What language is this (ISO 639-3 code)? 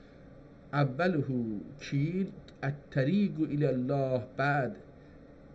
azb